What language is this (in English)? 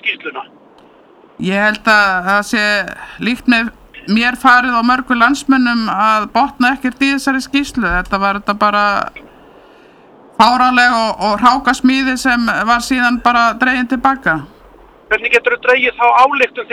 Icelandic